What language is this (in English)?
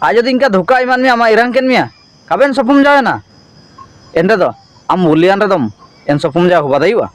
Ho